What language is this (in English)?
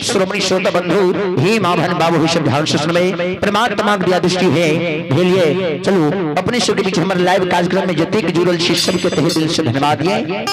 Maithili